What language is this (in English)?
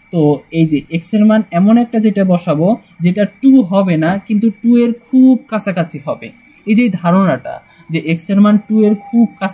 Bangla